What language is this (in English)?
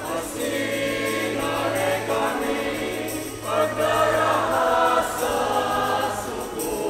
Bikol